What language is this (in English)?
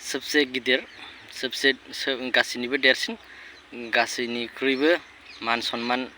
Bodo